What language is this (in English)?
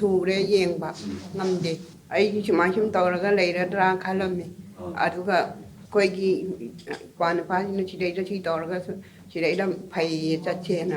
Manipuri